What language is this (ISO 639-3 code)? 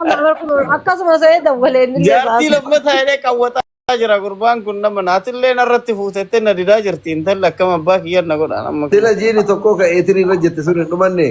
orm